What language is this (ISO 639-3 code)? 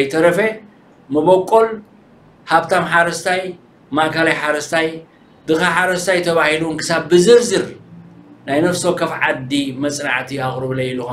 tir